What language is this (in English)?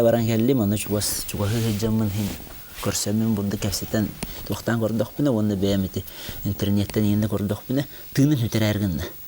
Yakut